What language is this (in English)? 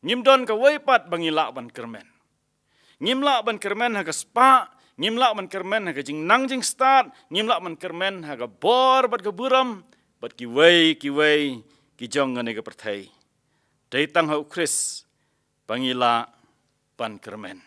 Khasi